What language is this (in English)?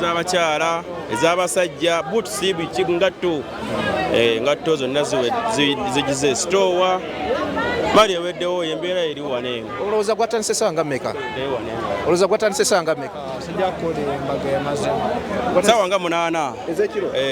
Ganda